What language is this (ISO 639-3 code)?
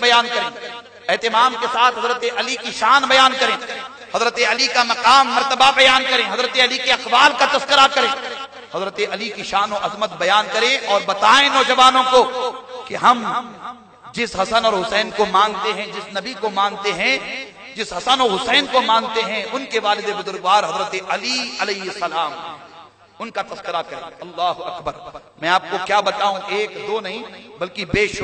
urd